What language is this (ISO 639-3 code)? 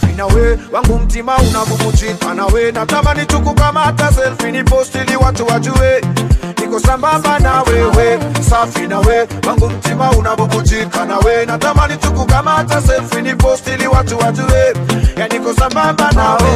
swa